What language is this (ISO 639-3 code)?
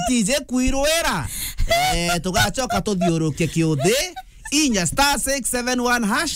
mer